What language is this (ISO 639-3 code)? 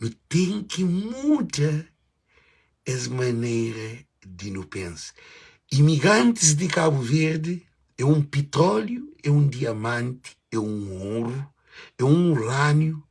kea